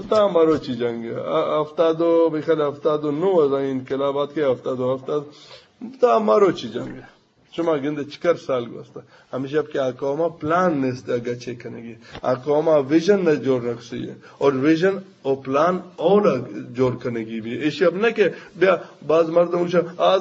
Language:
Eastern Balochi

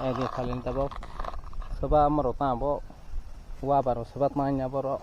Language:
Kok Borok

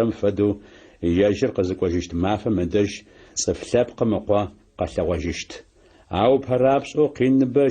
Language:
Adyghe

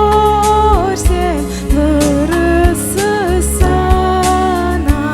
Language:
Crimean Tatar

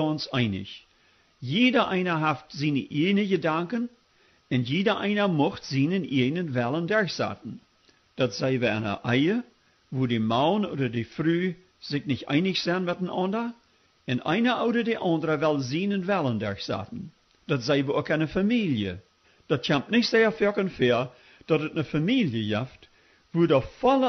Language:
Plautdietsch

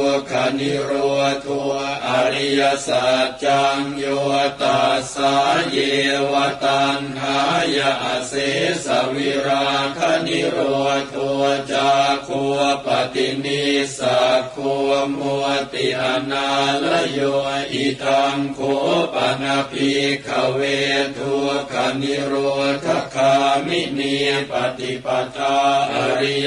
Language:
Pali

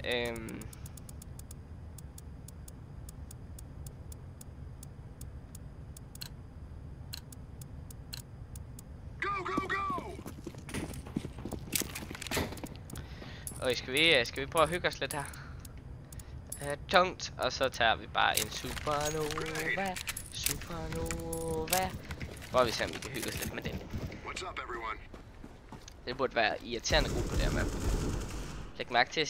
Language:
Danish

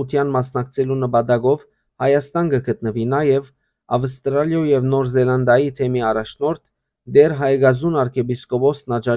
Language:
Western Armenian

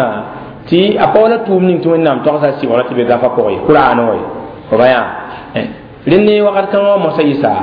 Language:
Mossi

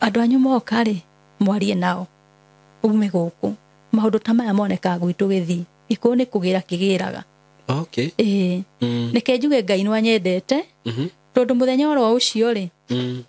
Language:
Kikuyu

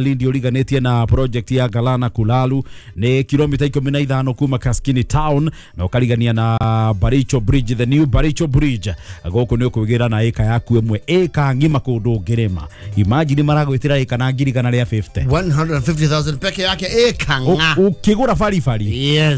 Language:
Kikuyu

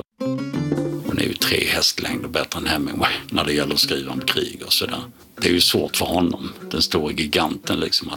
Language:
Swedish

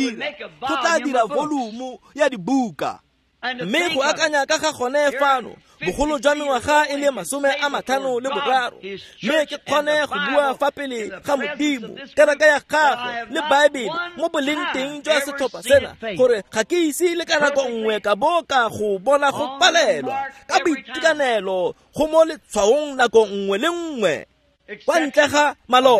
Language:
Tswana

